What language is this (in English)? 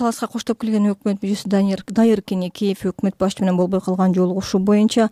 Kyrgyz